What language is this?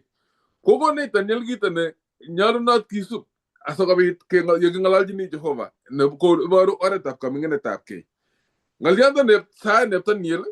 Kalenjin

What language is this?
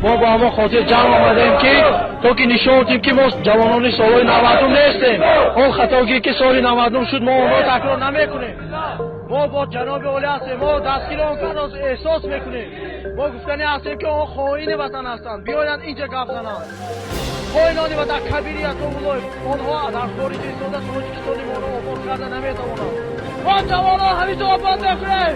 Tajik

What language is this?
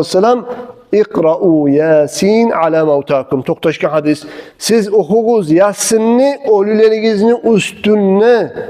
Kumyk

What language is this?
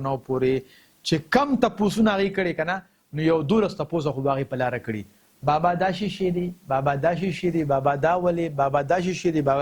Pashto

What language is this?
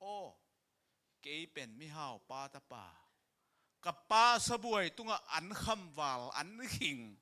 Tedim Chin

